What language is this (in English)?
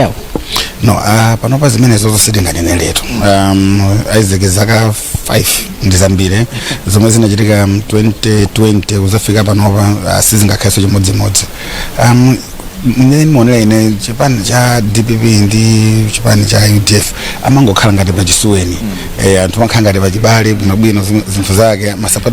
Nyanja